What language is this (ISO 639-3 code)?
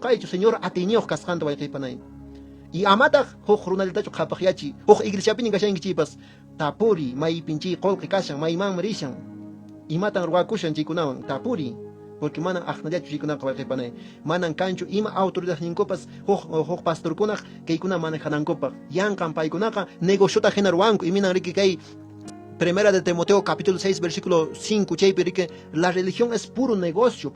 que